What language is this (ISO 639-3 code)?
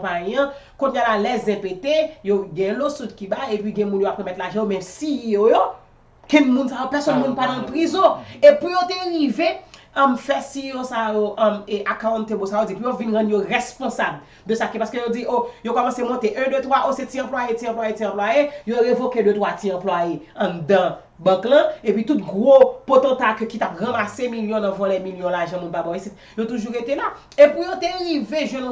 hat